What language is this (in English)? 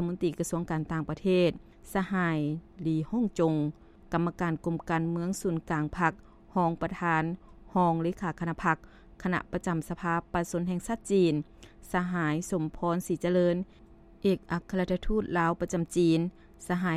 Lao